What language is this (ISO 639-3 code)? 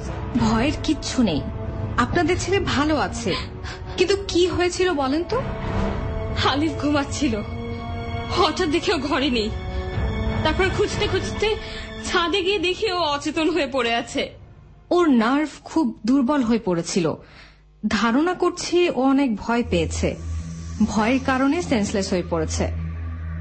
ben